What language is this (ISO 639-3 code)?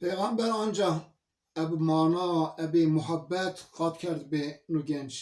zza